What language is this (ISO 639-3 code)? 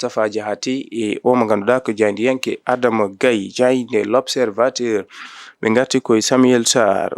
ful